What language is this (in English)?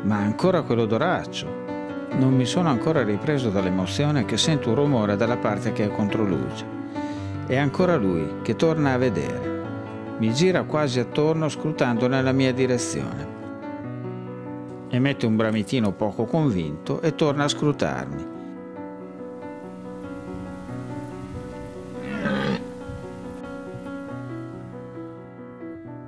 Italian